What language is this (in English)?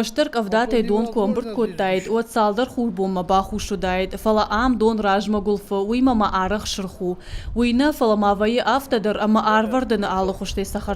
Ossetic